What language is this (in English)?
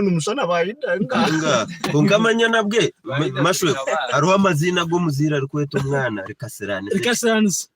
Nyankole